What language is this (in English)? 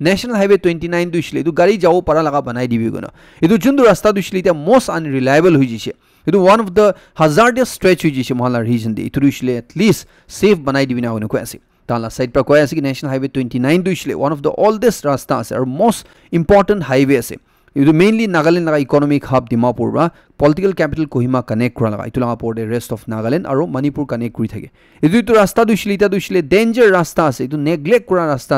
Naga Pidgin